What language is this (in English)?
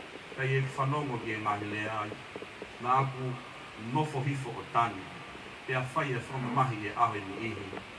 Tongan